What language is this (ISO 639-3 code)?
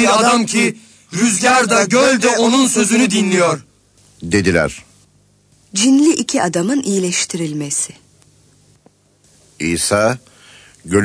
tur